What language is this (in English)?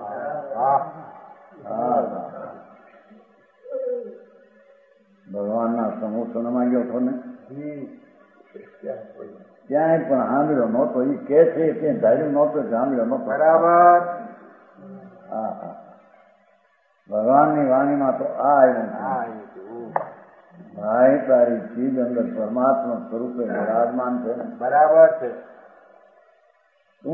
Gujarati